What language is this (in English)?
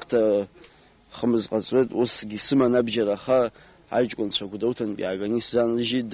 Abkhazian